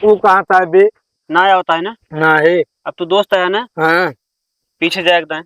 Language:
Awadhi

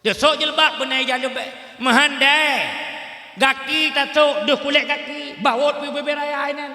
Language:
Achinese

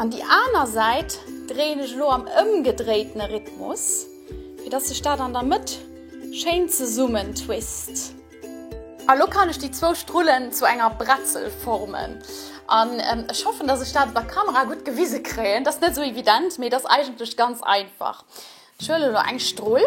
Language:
Luxembourgish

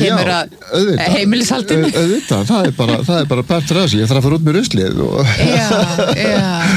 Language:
Icelandic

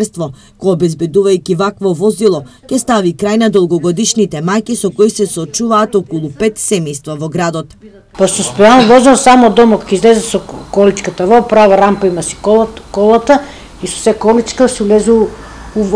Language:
Macedonian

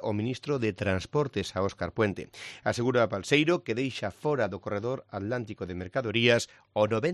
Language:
Galician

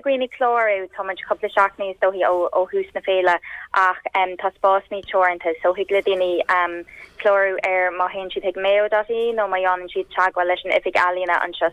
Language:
Irish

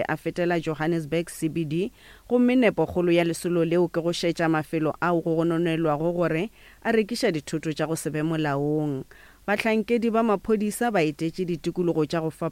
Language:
Northern Sotho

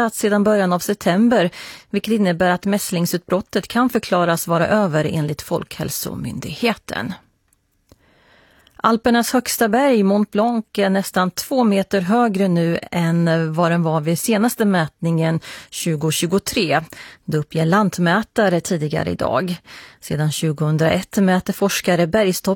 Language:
Swedish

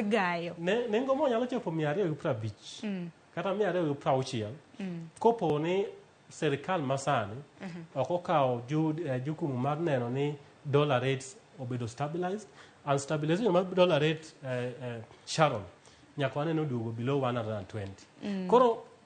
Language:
Luo (Kenya and Tanzania)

